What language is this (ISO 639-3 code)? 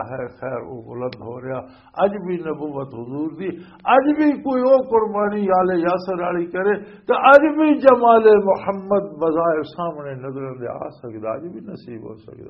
lah